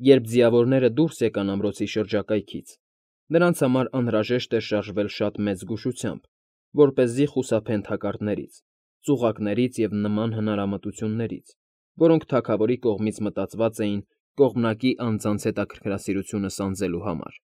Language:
Armenian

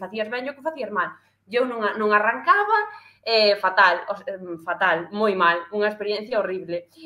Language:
Galician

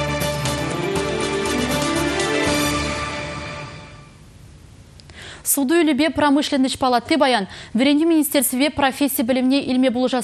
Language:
Chuvash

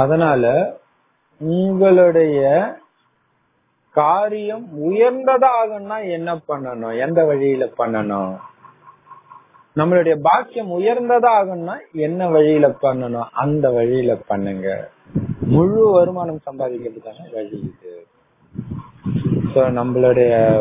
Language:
Tamil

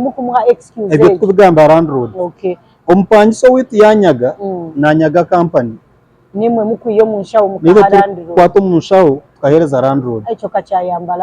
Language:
Nyankole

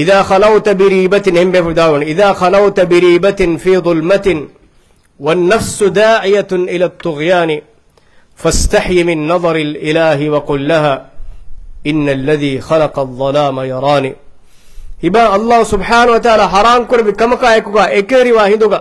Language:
Divehi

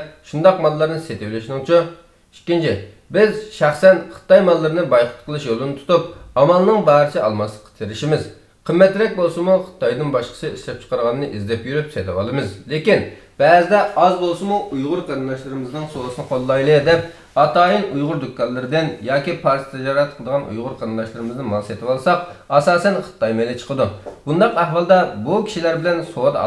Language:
Uyghur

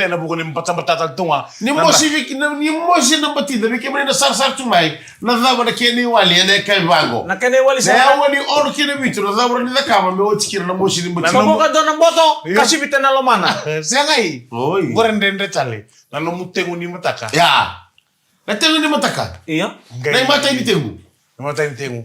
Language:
Fijian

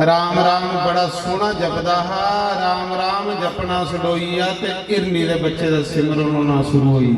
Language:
Dogri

